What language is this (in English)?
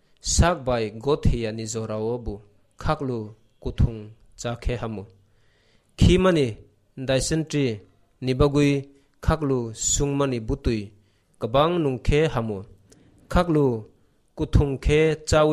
Kok Borok